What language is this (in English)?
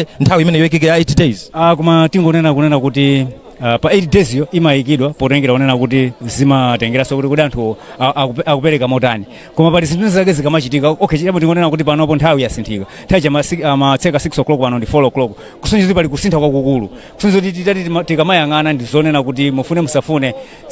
Nyanja